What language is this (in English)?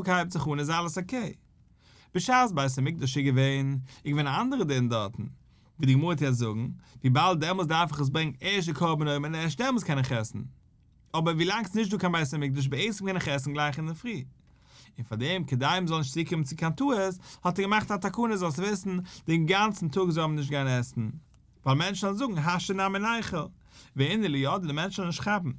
Yiddish